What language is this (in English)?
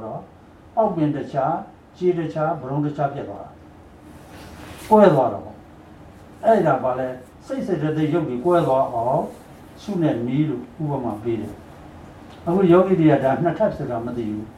Burmese